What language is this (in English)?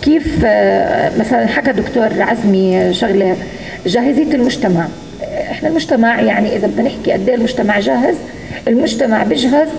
North Levantine Arabic